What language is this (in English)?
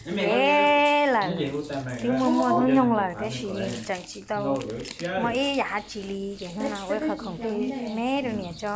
Hmong